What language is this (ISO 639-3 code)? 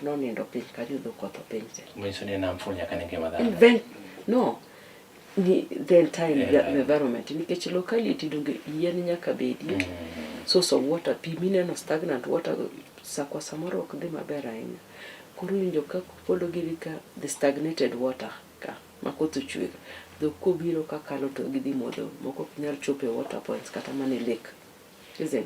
luo